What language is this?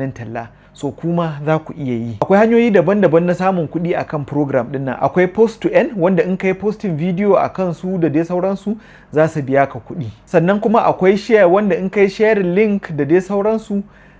Hausa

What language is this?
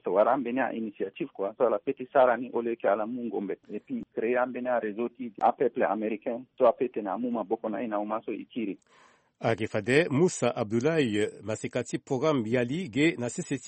Sango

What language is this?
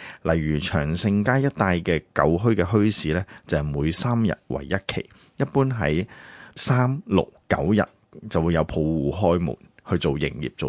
Cantonese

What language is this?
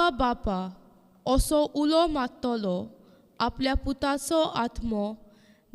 Konkani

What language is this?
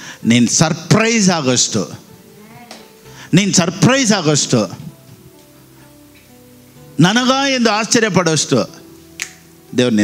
Kannada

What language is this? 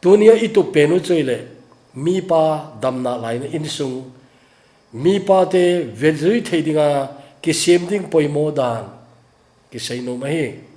Thado Chin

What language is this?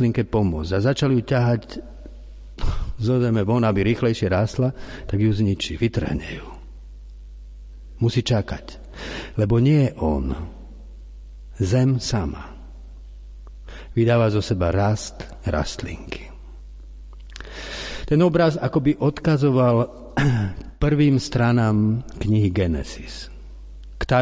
Slovak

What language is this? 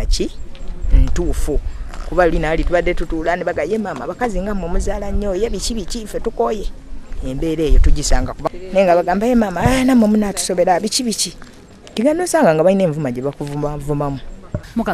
Ganda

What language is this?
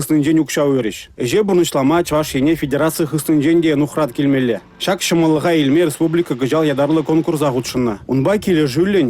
Chuvash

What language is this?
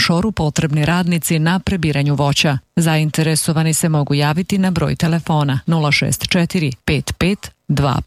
Serbian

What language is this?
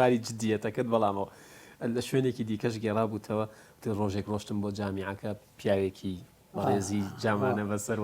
Central Kurdish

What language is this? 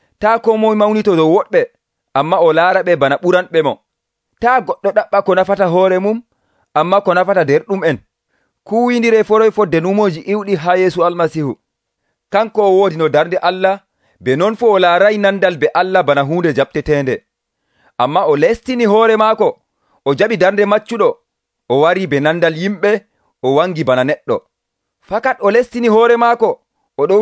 Nigerian Fulfulde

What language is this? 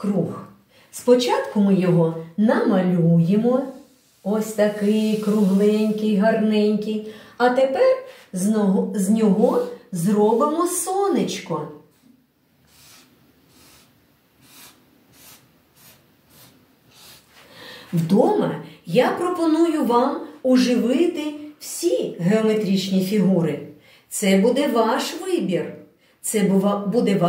Ukrainian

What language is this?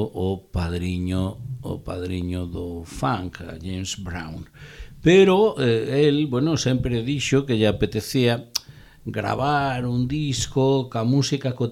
Galician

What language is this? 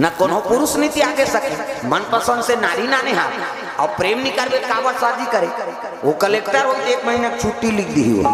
Chhattisgarhi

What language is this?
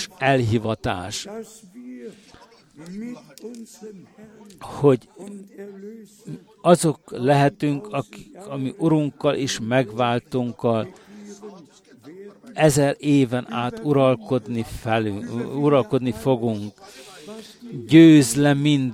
Hungarian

